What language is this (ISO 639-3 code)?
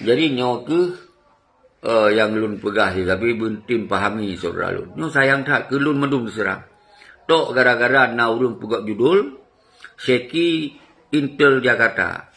ace